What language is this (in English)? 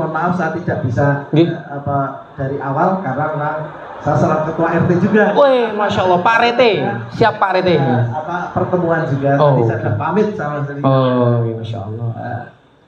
Indonesian